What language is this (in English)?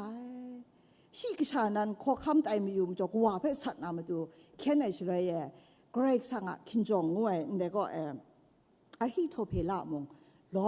Kachin